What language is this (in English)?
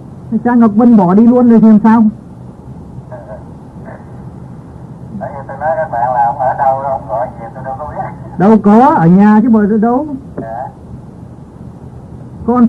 Vietnamese